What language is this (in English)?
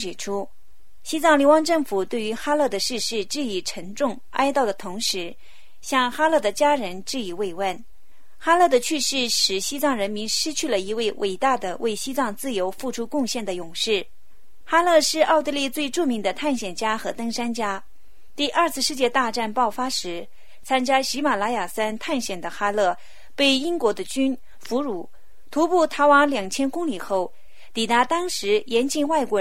Chinese